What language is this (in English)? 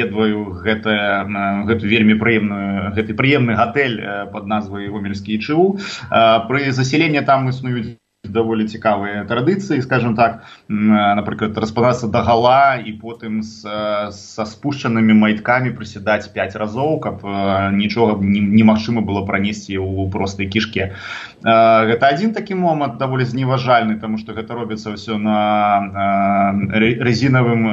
Belarusian